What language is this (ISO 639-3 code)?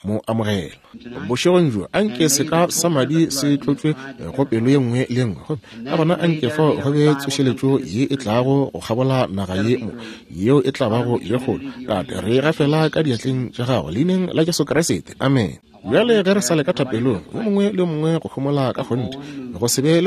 nso